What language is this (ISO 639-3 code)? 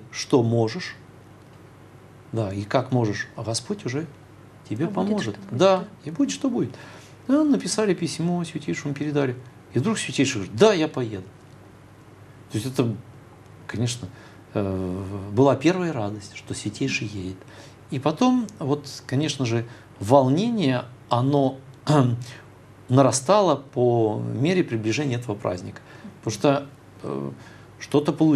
rus